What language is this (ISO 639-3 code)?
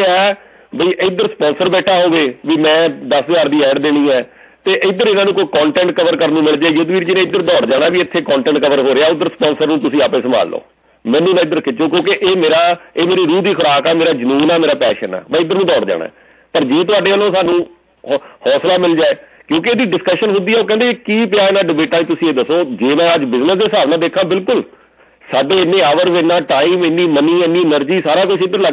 pan